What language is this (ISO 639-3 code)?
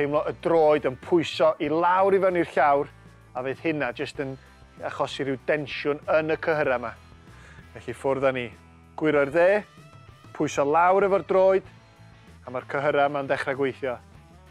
cym